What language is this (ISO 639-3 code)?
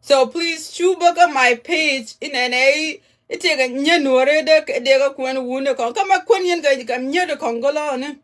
nus